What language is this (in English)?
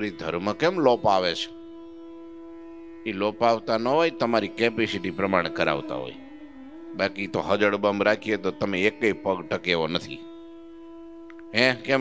Gujarati